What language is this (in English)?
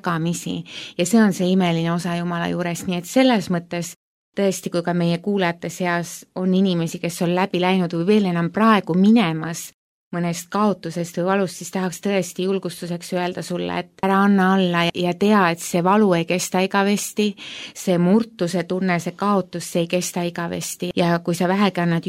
Estonian